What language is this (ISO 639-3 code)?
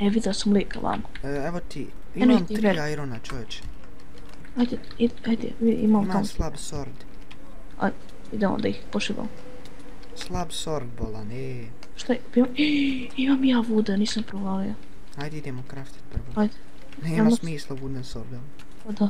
bos